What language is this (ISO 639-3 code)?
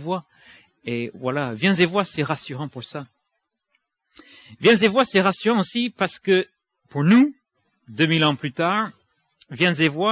fra